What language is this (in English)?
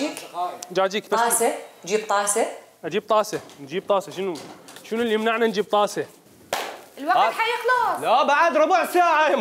Mesopotamian Arabic